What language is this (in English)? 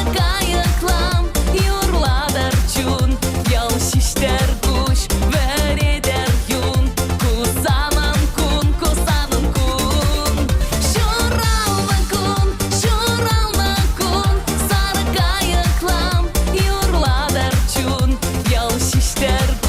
Chuvash